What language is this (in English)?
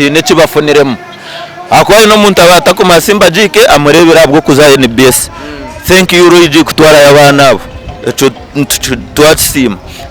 Nyankole